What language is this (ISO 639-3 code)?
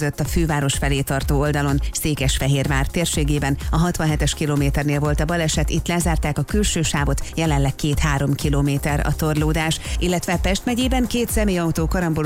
hun